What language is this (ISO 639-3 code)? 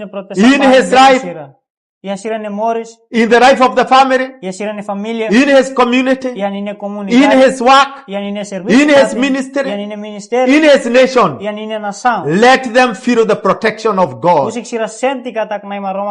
tet